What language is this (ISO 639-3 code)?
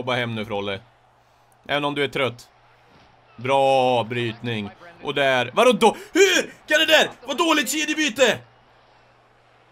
swe